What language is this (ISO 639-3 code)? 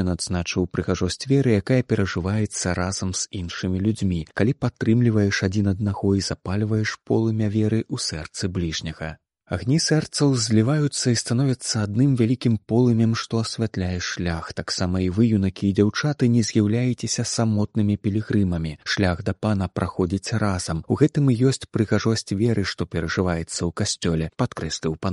bel